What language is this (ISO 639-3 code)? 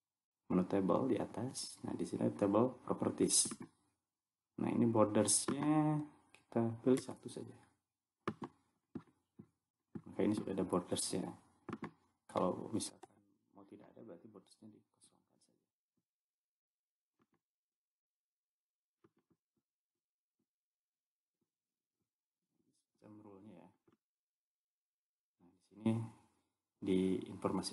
ind